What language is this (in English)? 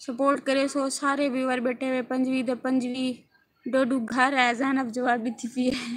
Saraiki